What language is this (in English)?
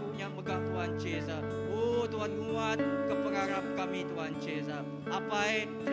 Iban